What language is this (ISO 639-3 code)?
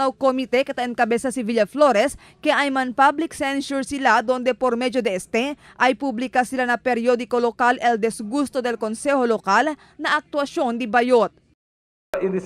cbk